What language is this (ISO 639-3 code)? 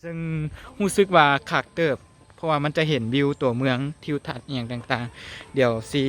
lao